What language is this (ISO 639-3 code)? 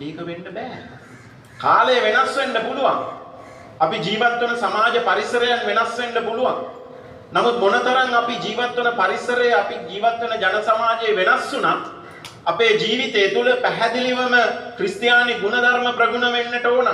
sin